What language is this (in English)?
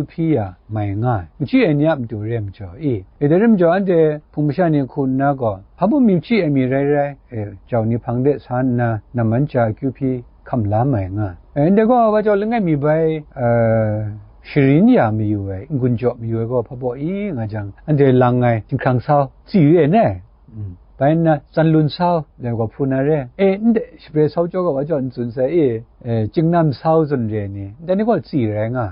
Kachin